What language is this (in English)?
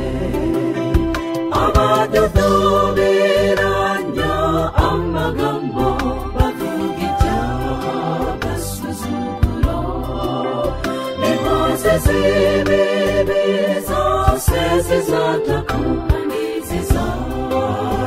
Kinyarwanda